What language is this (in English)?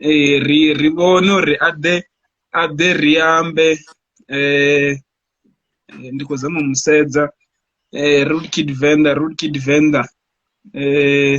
Venda